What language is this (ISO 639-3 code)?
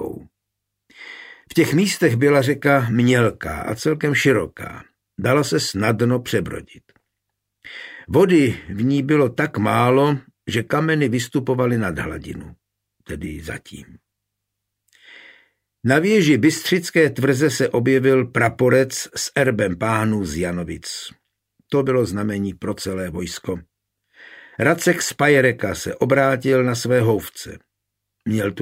ces